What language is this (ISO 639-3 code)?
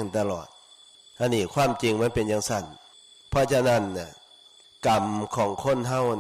tts